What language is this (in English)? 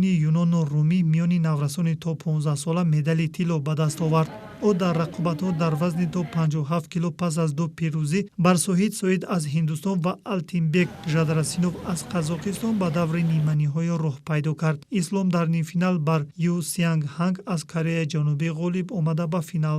Tajik